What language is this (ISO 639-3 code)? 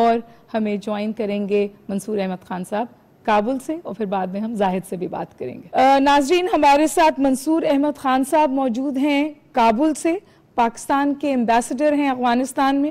urd